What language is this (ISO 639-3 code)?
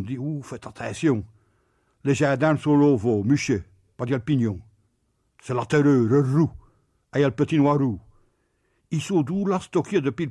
pcd